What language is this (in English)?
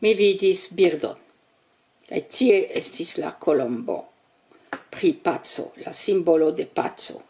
Esperanto